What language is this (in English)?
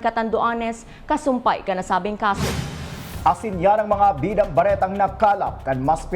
Bikol